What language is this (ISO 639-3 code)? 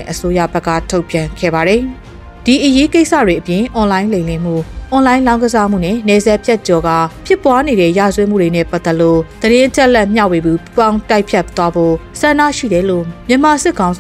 mya